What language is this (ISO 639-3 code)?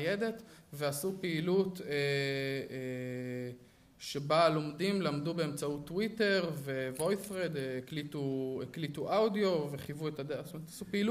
heb